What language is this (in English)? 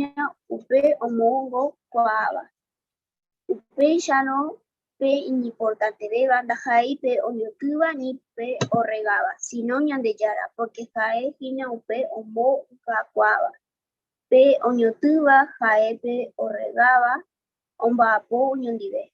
Guarani